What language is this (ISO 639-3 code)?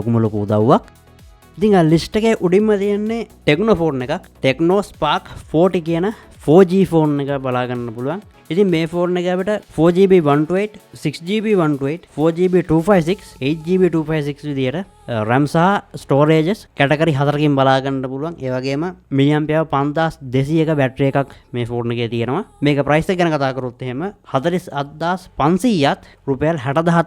sin